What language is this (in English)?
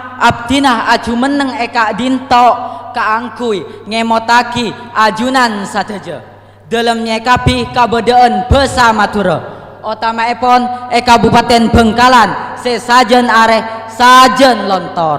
Madurese